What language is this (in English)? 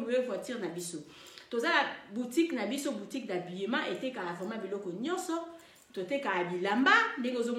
Lingala